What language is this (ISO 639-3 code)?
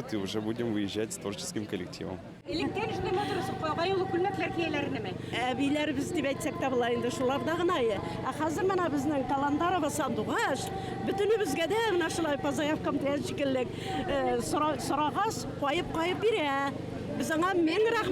bak